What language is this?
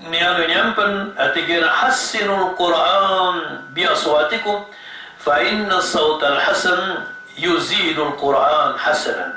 Maranao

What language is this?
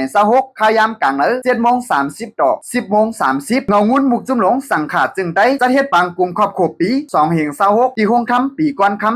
Shan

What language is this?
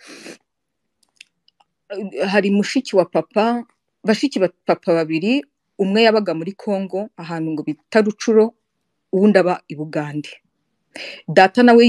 Kinyarwanda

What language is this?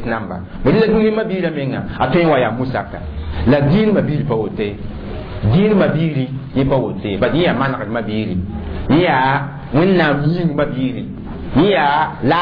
Mossi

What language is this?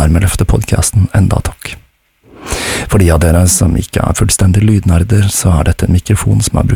Norwegian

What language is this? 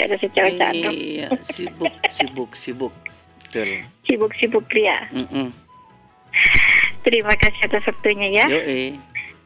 Indonesian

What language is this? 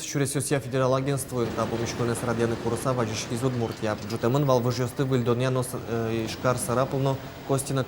Udmurt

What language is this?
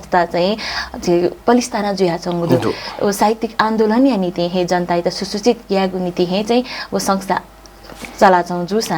Newari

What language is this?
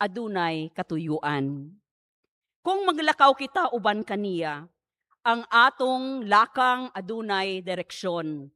Cebuano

